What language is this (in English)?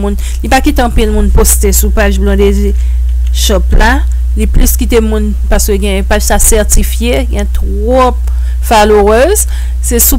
Haitian Creole